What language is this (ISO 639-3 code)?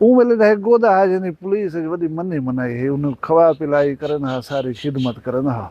skr